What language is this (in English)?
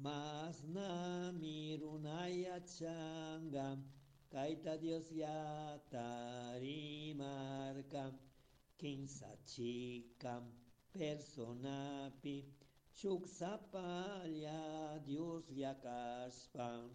Chimborazo Highland Quichua